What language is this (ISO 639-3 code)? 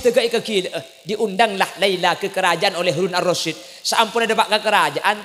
mad